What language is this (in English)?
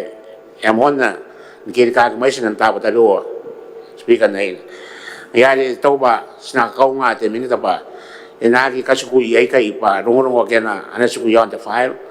Gilbertese